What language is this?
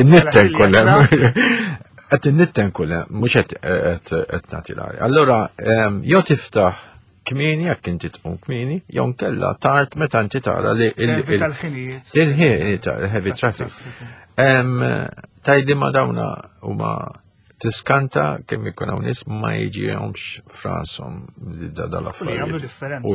Maltese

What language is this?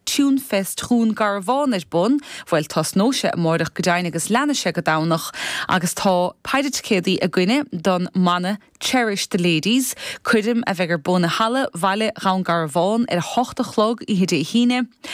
Irish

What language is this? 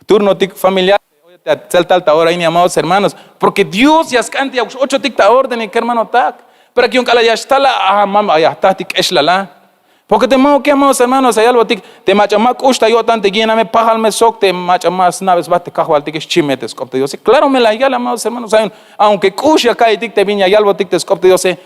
Tzeltal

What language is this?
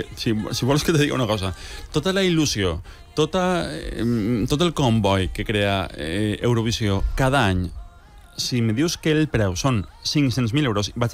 Catalan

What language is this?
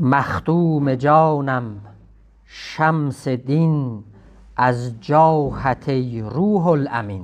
South Azerbaijani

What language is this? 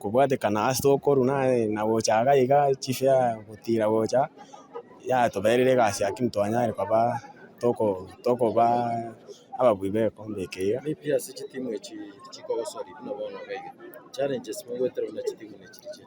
Gusii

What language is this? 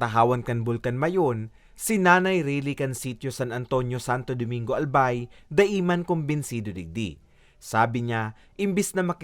Bikol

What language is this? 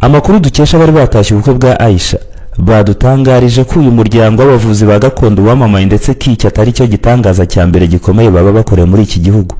Kinyarwanda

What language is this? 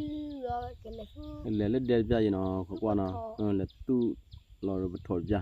S'gaw Karen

